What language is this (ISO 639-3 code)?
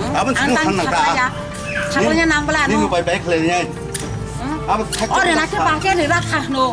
trp